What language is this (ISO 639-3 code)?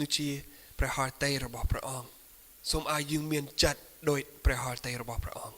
khm